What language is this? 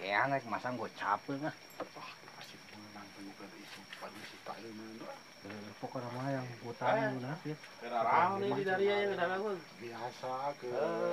Sundanese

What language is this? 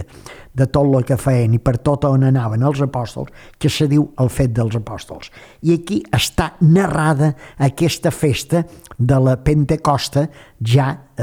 Catalan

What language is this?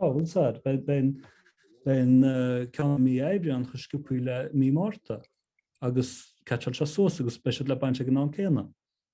Irish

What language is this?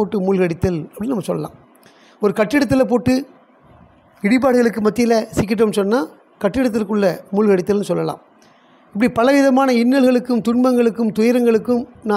Tamil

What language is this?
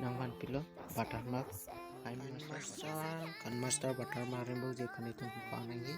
Karbi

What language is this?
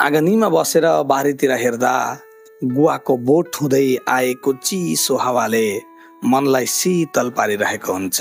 Nepali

